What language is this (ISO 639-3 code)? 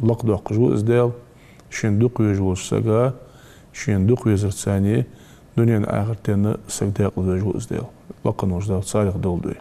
inh